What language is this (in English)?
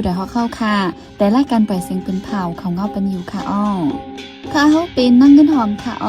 Shan